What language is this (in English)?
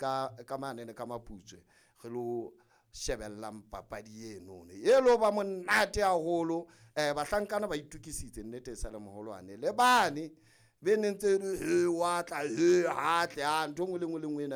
Southern Sotho